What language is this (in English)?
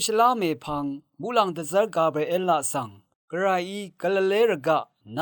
Rawang